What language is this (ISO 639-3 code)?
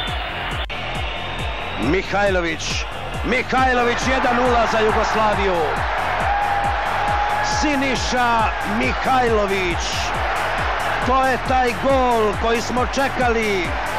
srp